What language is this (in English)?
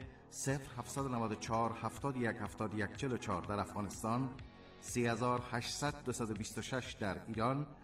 Persian